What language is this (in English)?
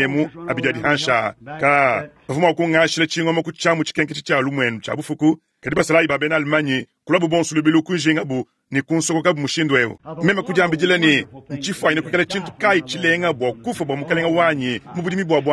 Luba-Lulua